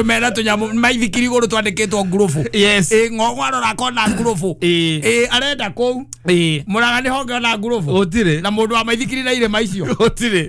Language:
Kikuyu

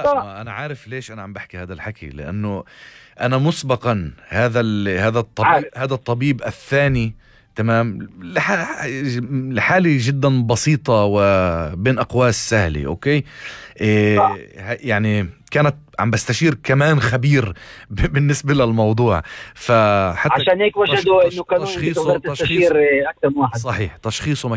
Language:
North Levantine Arabic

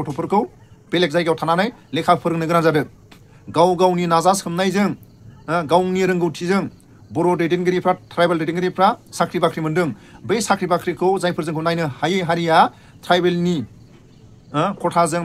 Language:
Bodo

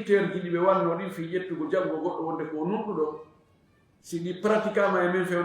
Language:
Fula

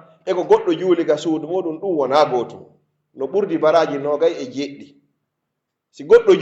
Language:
Pular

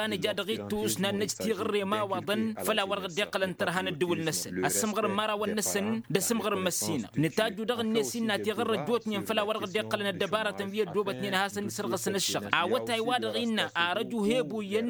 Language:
Tamasheq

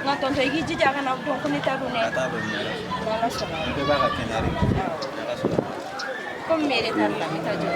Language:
Bambara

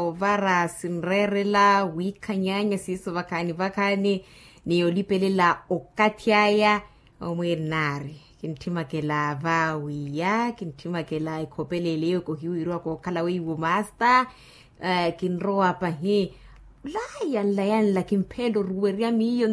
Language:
Makhuwa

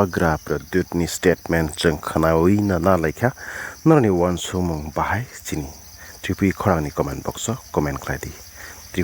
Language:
Kok Borok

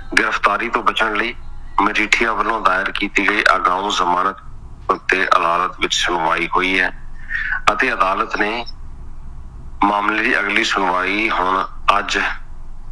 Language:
Punjabi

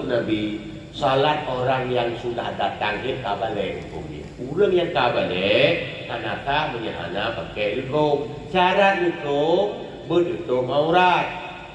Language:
Achinese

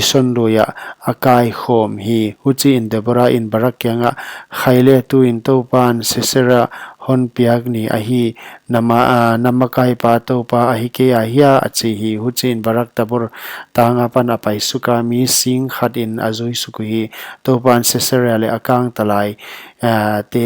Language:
Paite Chin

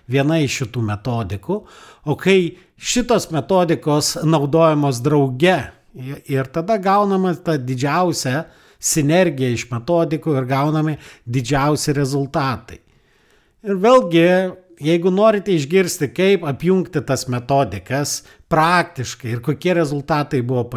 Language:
Lithuanian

